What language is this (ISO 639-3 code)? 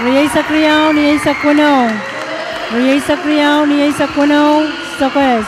pon